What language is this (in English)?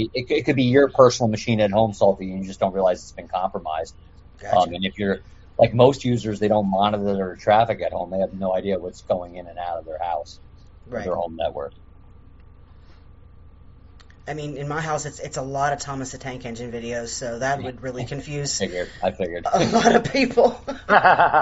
English